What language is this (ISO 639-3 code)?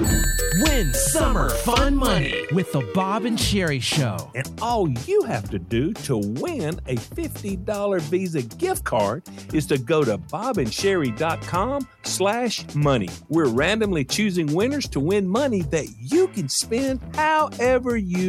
eng